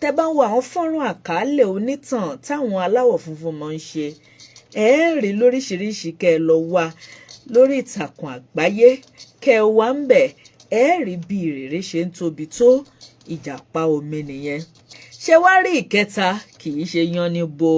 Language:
Yoruba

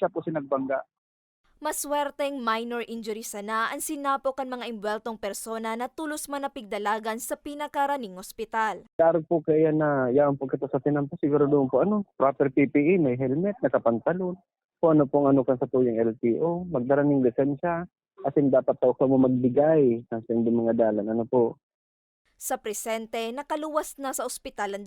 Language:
Bikol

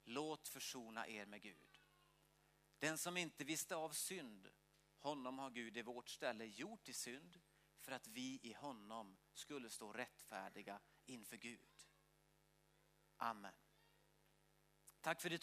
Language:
Swedish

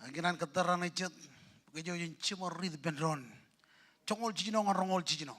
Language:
Marshallese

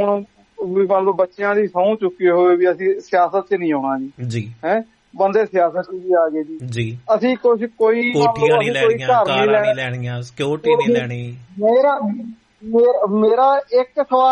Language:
Punjabi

